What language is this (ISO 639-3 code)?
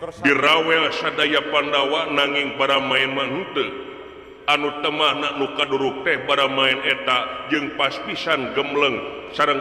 sun